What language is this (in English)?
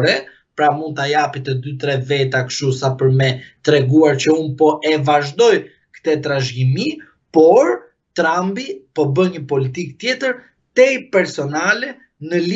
Albanian